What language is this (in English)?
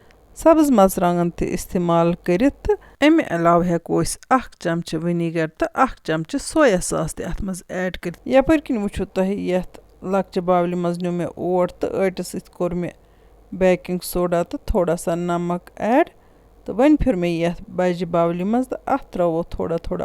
Kashmiri